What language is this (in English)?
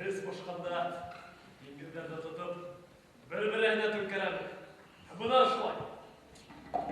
Bashkir